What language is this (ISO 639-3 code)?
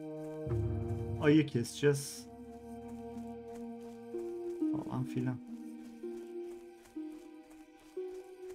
tur